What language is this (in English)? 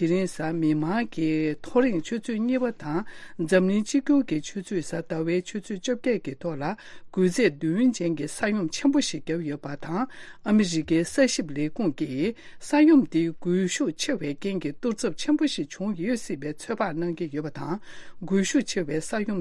Tibetan